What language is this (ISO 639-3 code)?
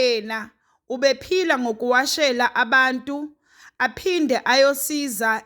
zul